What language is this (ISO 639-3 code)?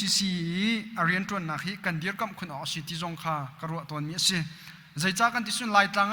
cnh